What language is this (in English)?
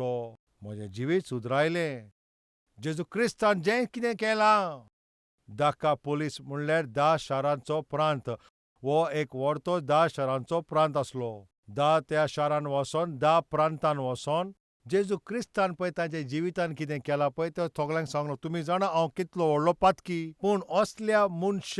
Konkani